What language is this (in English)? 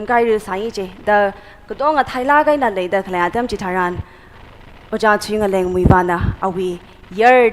Tangkhul Naga (India)